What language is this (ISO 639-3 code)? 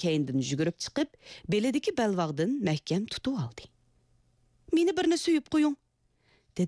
uig